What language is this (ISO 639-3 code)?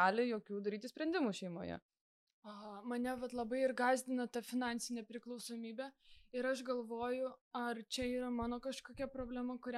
lit